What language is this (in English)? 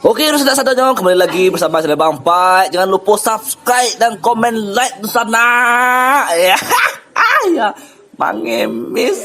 Minangkabau